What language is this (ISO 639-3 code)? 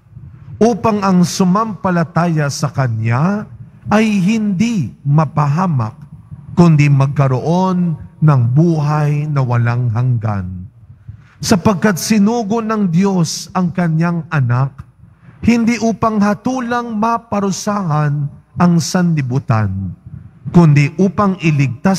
fil